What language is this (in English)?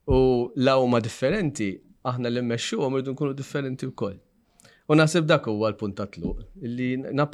Maltese